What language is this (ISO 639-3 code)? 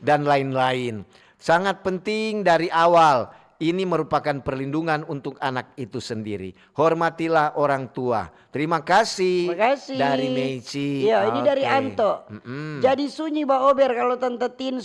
xmm